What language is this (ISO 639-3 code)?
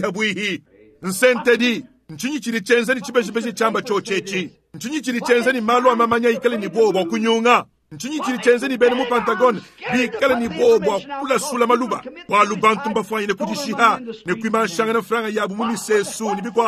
lua